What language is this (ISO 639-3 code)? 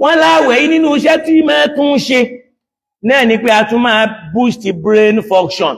yor